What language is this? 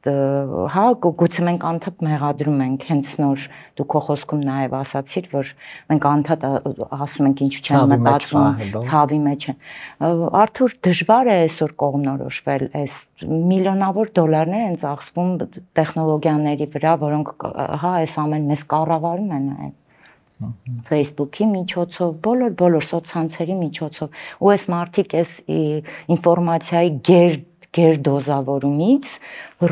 Armenian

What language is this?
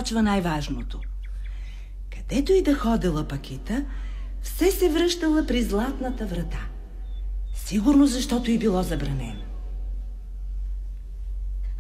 Bulgarian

